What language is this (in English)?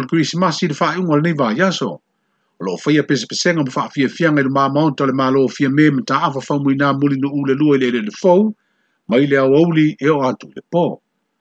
Samoan